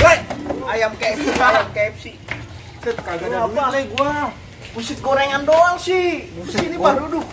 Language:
Betawi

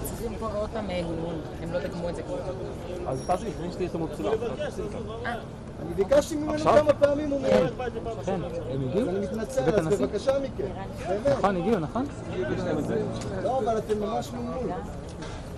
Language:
Hebrew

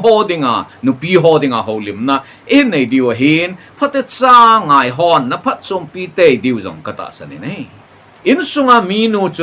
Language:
Thado Chin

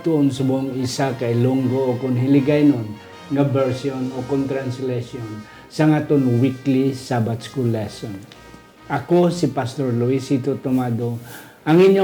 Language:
Hiligaynon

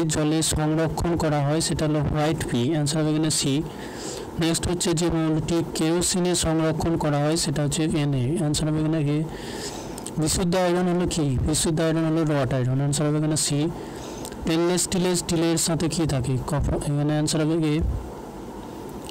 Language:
Bangla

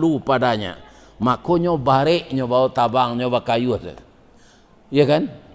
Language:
Minangkabau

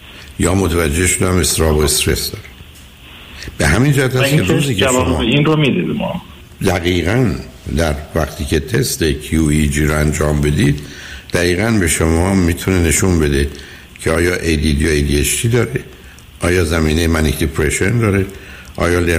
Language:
Persian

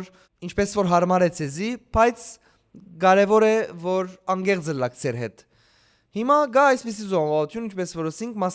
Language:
Western Armenian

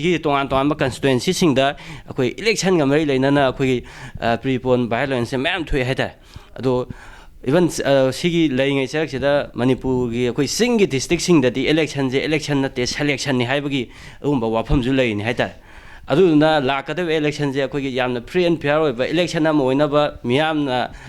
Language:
Manipuri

